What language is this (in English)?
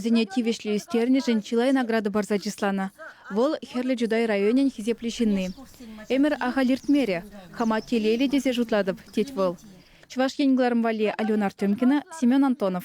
Chuvash